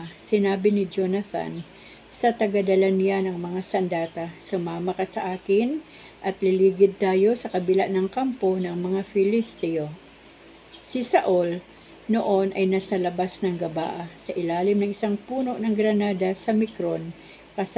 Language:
Filipino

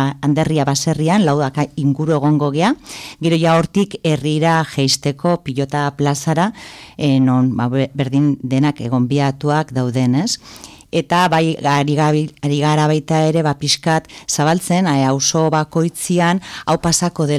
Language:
Basque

